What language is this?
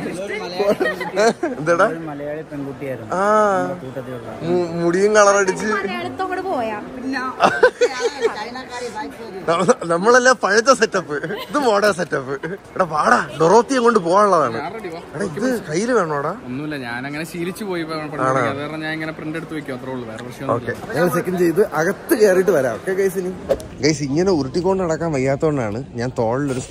Malayalam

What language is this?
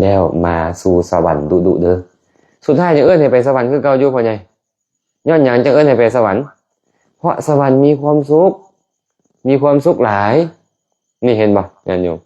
Lao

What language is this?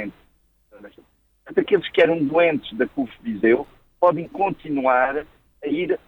Portuguese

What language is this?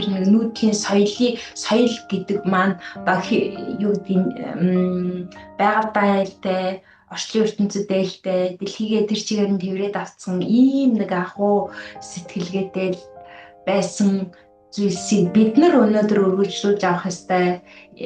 Mongolian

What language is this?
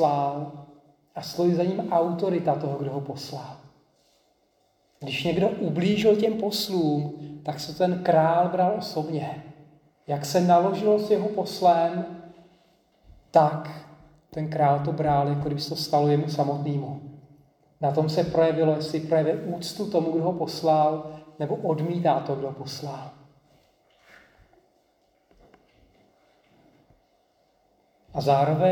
Czech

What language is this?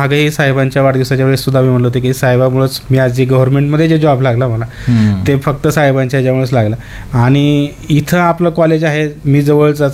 Marathi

